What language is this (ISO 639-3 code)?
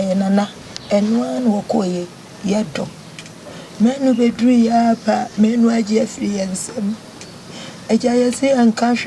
aka